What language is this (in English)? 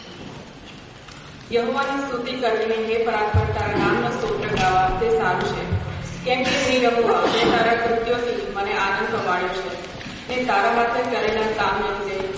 Gujarati